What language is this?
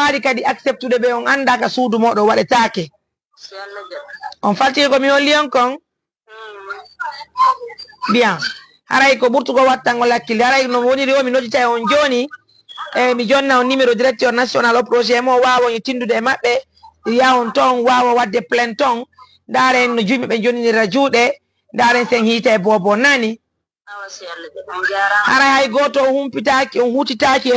Fula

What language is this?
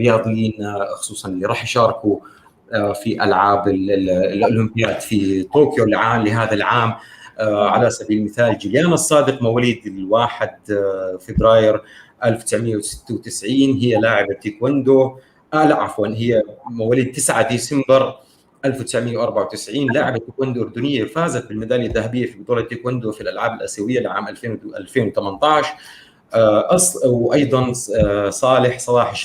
North Levantine Arabic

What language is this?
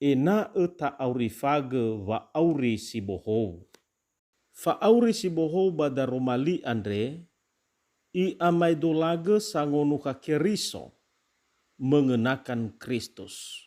Nias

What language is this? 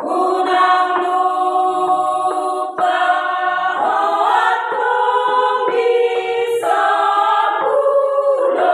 Batak Toba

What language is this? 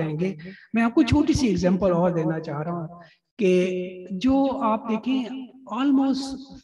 Urdu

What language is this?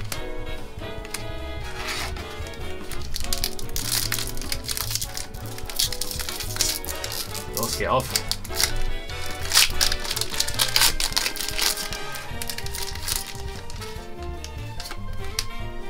German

